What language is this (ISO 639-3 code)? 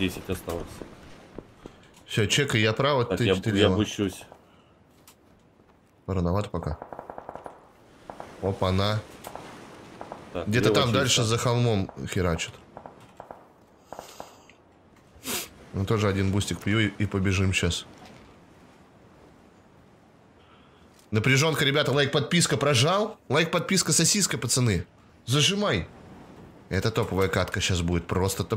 rus